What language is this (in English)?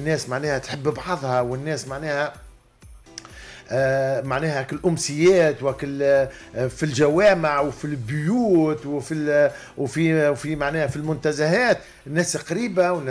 Tunisian Arabic